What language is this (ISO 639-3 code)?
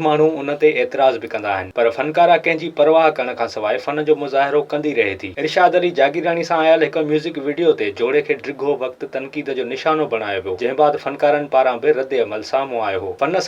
snd